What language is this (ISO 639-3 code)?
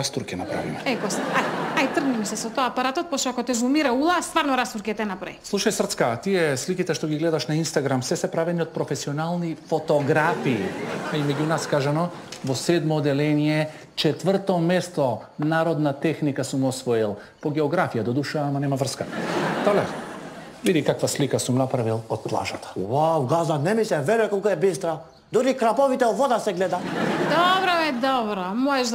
mkd